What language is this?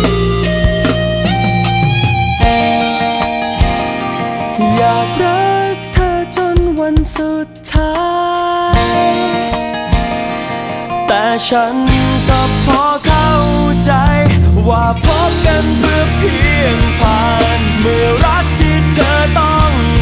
Thai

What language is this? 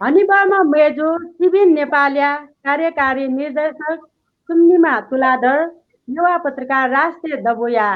Newari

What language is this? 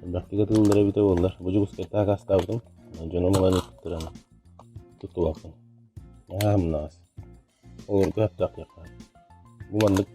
Yakut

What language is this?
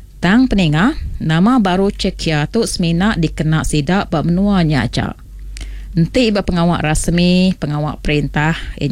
Iban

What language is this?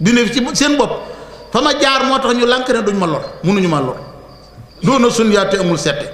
Wolof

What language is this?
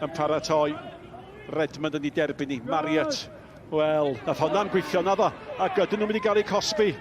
Welsh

